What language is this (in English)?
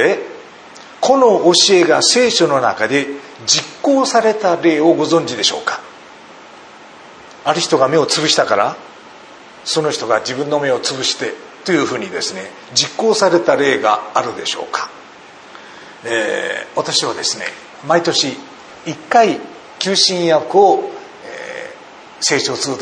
Japanese